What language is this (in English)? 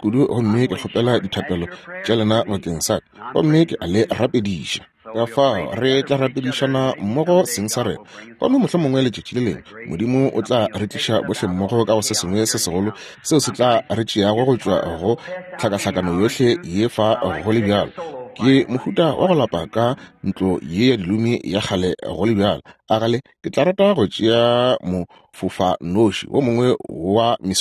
Northern Sotho